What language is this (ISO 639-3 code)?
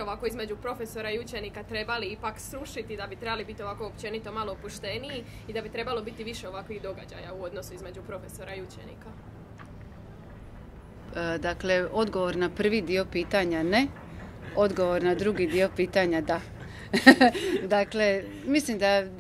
hrv